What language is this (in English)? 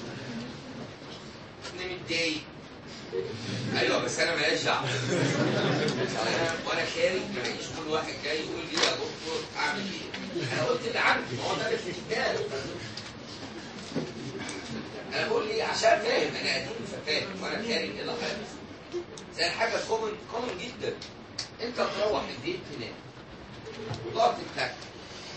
Egyptian Arabic